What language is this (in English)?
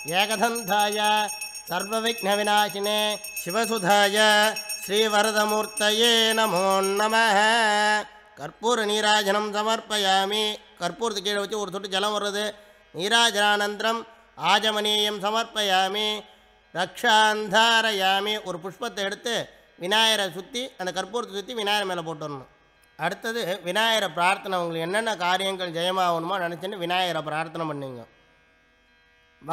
Tamil